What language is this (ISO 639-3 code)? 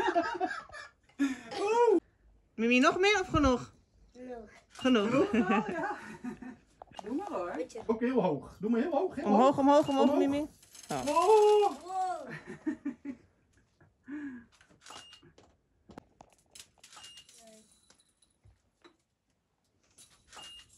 nld